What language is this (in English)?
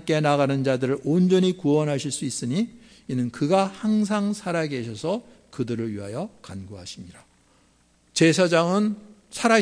Korean